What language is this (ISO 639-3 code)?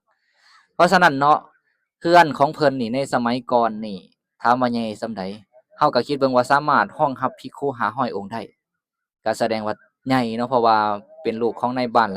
lao